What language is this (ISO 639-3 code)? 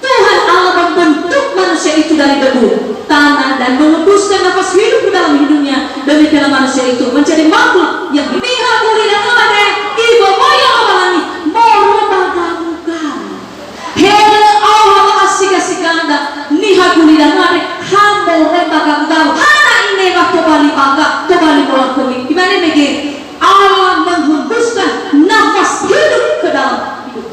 nia